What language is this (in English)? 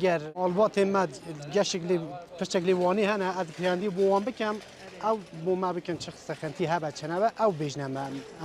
Kurdish